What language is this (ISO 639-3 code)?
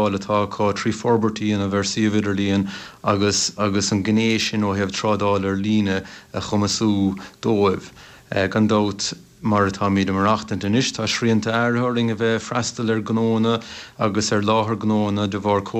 gle